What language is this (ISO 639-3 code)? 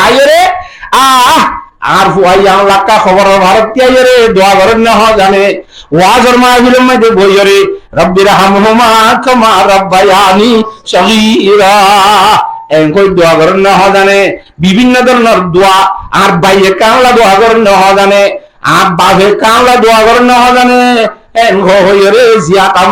rhg